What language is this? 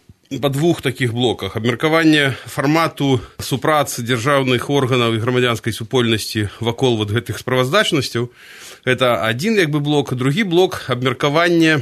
Belarusian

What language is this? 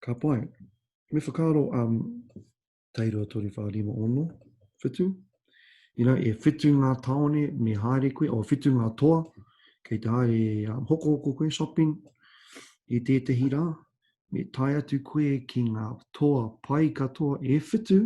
Māori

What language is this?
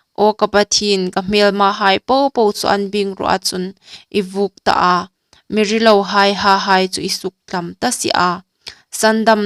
Hmar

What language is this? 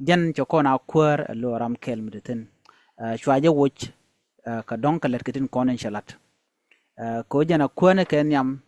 Nuer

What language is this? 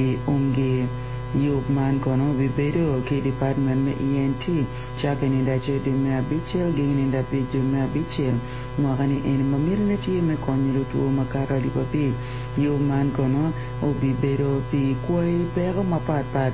Acoli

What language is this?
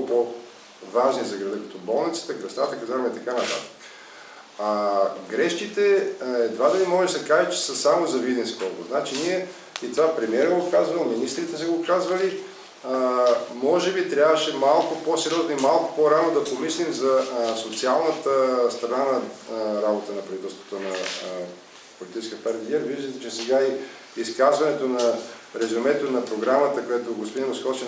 Bulgarian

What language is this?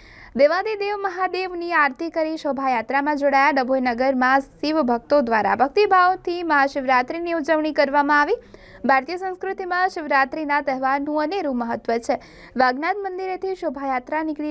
Gujarati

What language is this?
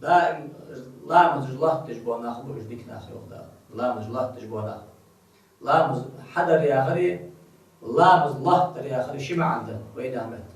Ingush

